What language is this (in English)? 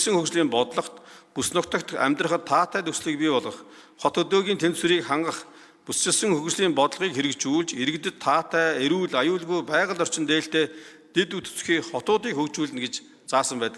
Mongolian